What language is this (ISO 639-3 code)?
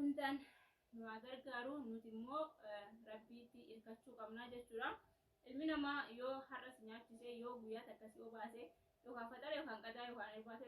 orm